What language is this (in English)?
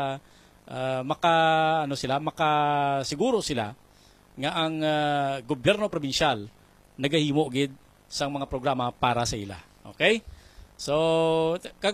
Hiligaynon